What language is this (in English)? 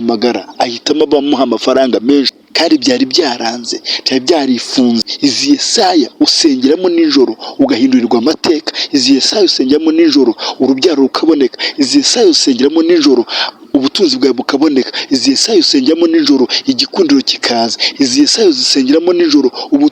Kinyarwanda